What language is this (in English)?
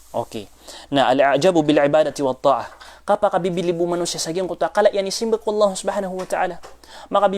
Maranao